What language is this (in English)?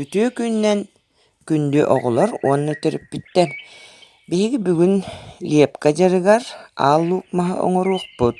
Yakut